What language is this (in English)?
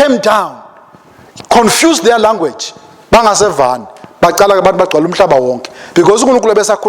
Swati